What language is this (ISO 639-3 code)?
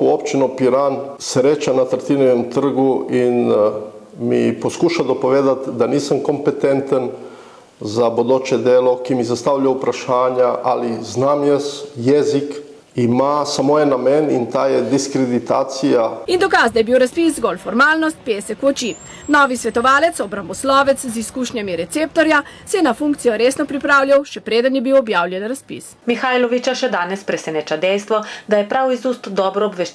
slv